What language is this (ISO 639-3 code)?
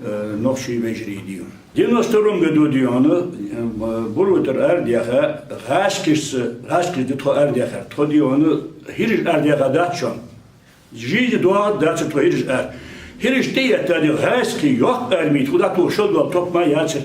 inh